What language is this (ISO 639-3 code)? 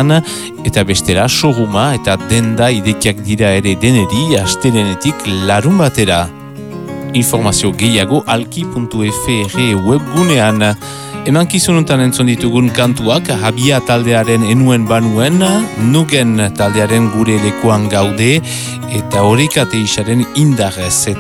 eus